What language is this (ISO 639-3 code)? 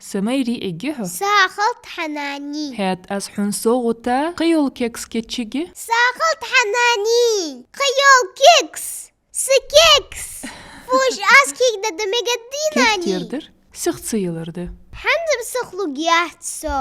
inh